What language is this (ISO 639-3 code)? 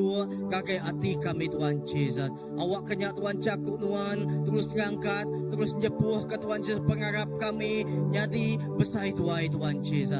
iba